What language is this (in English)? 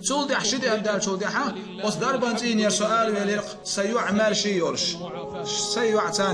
Chechen